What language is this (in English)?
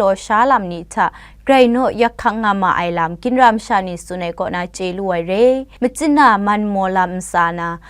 Kachin